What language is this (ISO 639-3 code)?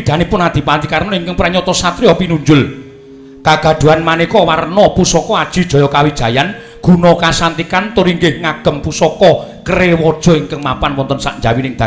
jav